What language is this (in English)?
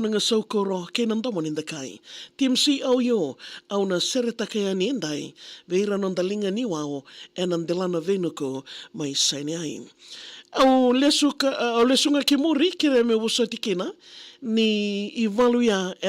Fijian